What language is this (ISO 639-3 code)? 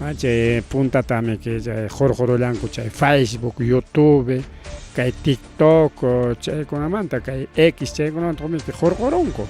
quy